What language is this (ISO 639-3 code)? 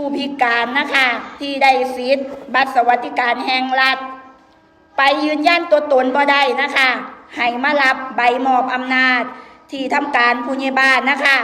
lao